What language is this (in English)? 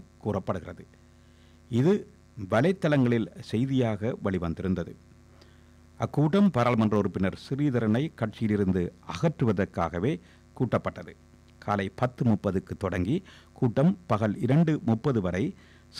Tamil